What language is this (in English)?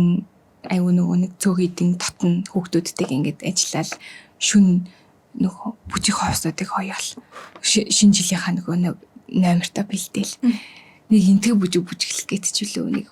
Mongolian